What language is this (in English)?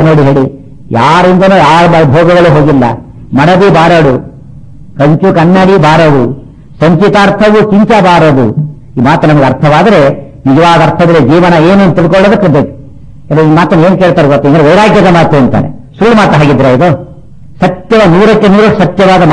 Kannada